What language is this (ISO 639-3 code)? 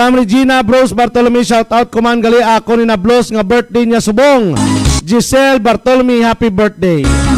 hil